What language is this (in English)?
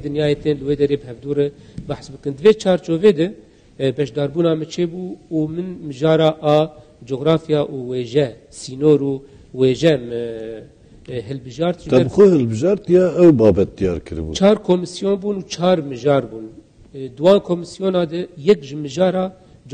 Kurdish